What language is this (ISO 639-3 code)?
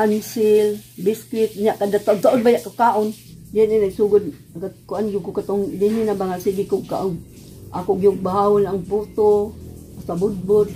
ceb